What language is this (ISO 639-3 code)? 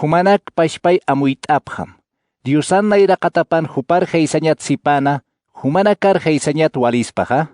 aym